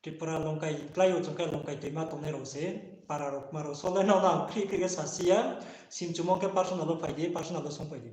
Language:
Riang (India)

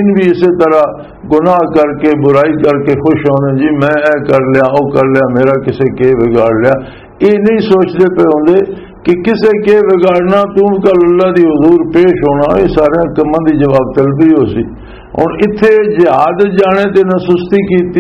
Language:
Western Panjabi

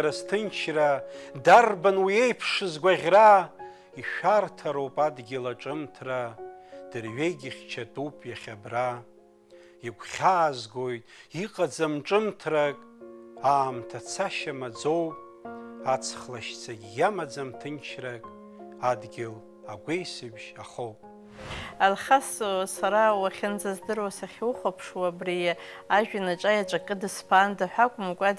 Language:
Abkhazian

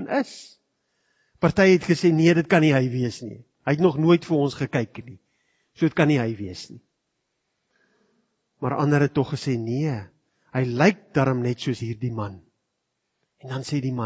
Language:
Afrikaans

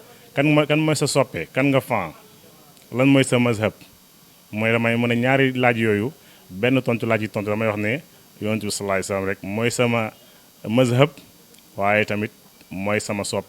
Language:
Wolof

